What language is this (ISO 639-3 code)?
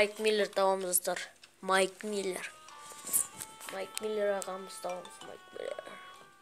kaz